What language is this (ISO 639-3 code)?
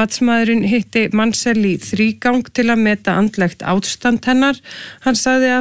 isl